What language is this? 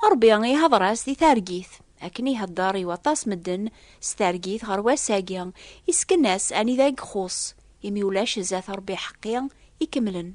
Kabyle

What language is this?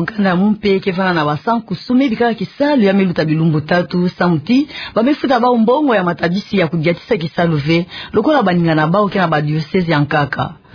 Kituba (Democratic Republic of Congo)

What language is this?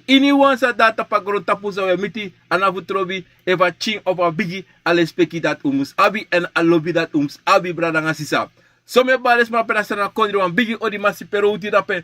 Sranan Tongo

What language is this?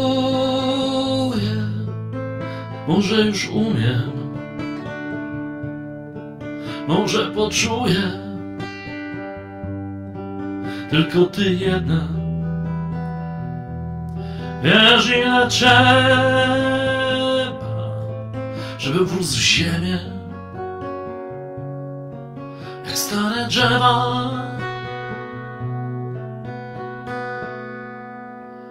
Polish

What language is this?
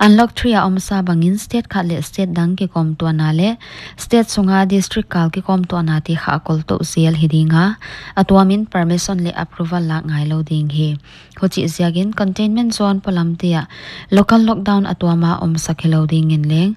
Paite Chin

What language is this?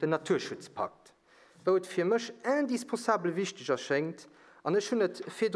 Luxembourgish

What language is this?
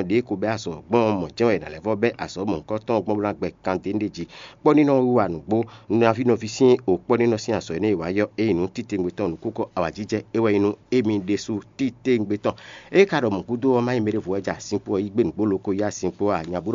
Fon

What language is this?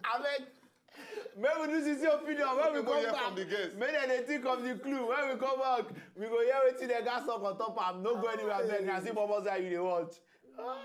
Nigerian Pidgin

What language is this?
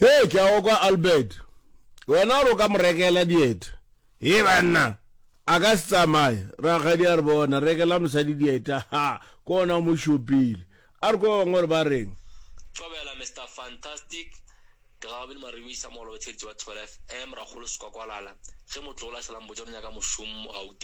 Northern Sotho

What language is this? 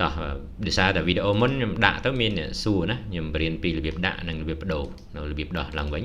Khmer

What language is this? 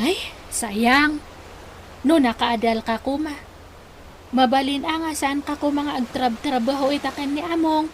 Iloko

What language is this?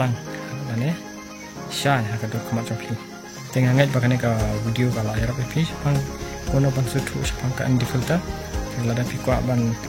Khasi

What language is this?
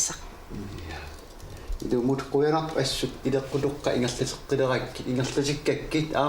Kalaallisut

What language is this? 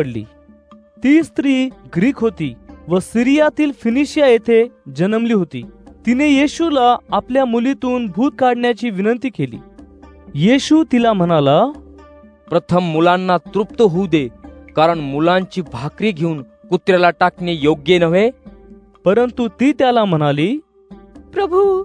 Marathi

